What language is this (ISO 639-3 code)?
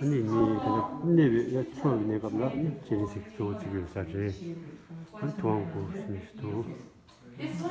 bod